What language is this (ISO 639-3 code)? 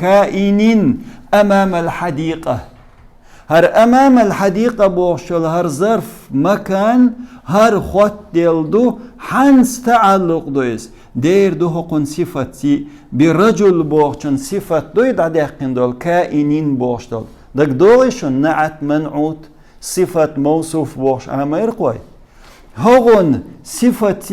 che